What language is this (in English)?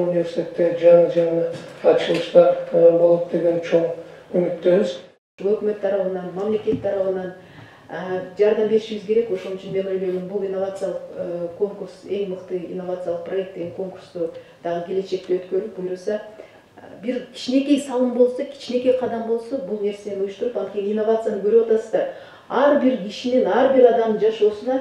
Kyrgyz